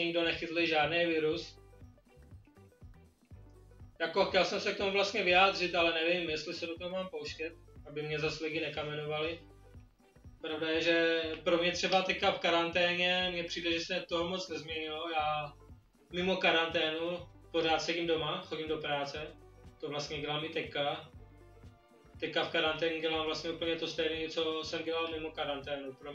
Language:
Czech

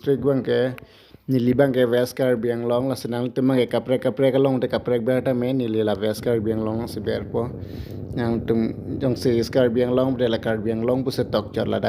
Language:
Karbi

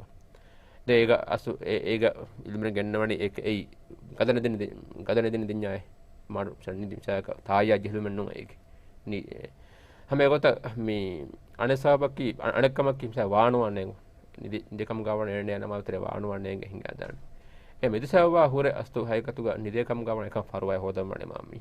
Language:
Divehi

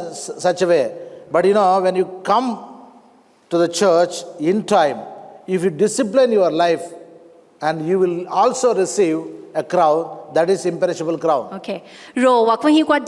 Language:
Lisu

